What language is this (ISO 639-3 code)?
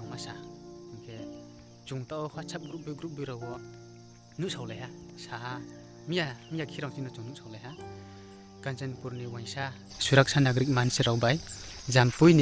ria